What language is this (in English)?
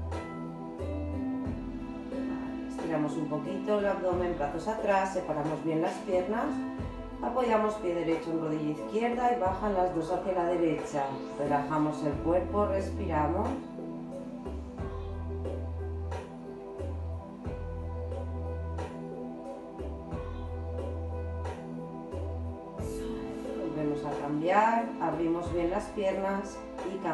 Spanish